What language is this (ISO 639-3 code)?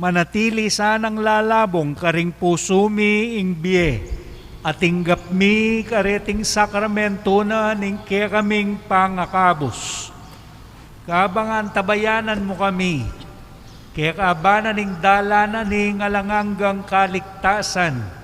pam